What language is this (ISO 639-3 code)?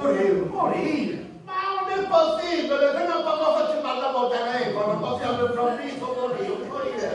scn